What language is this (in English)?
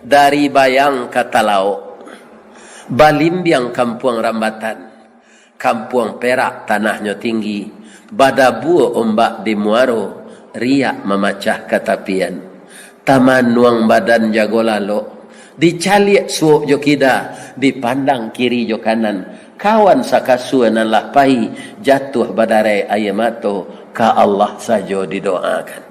Minangkabau